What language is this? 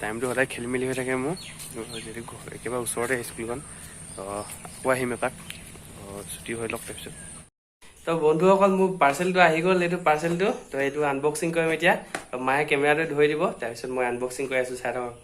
Assamese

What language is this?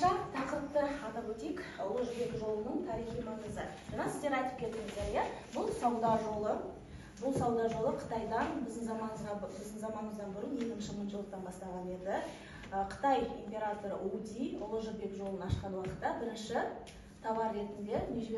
Kazakh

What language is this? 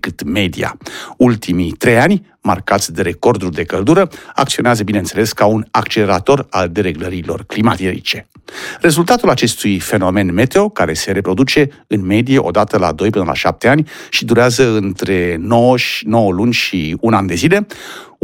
Romanian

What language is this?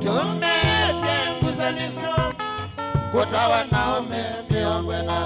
Kamba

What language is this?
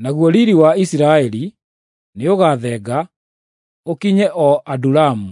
Kikuyu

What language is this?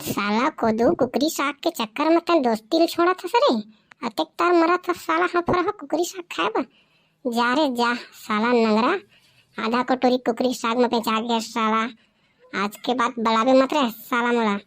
Chhattisgarhi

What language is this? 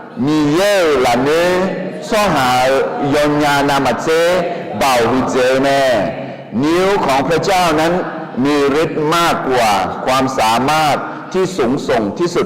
Akha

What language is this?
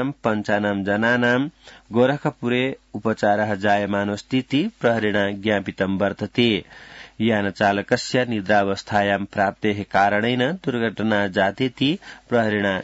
Sanskrit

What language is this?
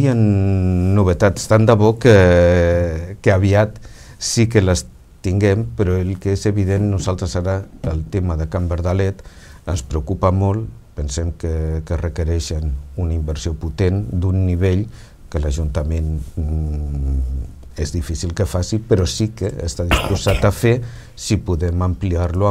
Catalan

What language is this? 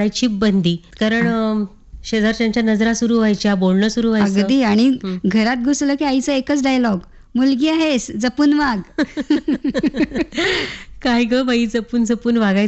Marathi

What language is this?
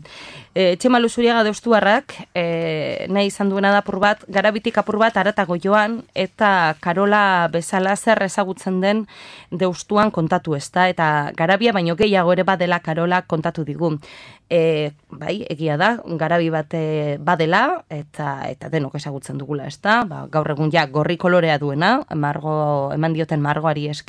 Basque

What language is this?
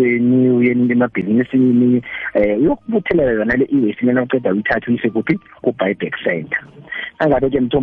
South Ndebele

